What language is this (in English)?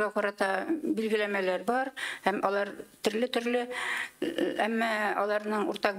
Tatar